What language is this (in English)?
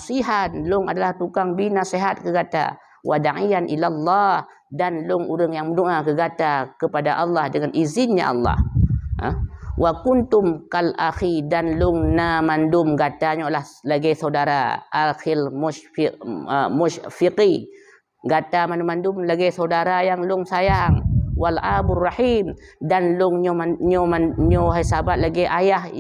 Achinese